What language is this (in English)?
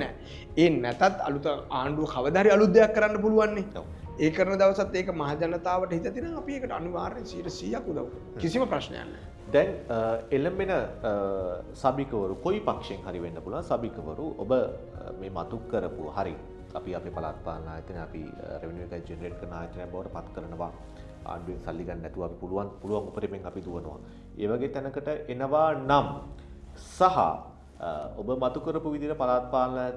Sinhala